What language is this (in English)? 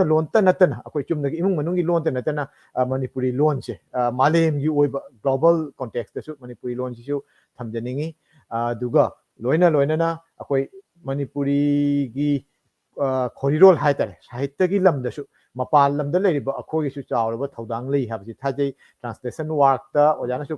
Manipuri